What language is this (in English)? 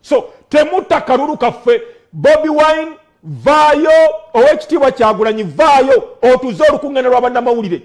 Ganda